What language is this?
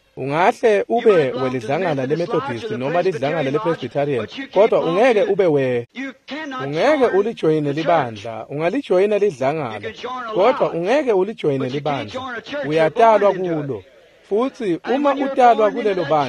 Swati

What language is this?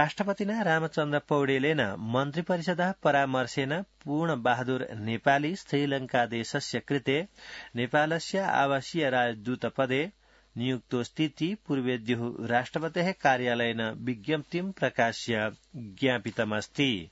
Sanskrit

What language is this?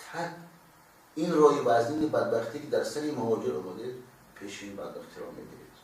Tajik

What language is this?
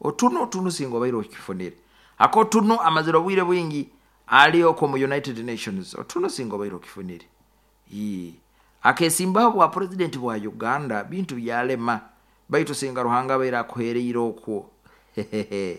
Nyoro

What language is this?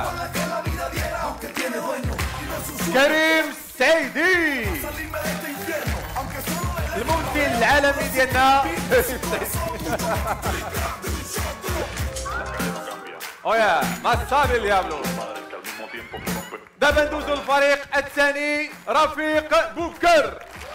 Moroccan Arabic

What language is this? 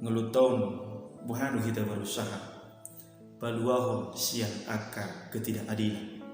Batak Toba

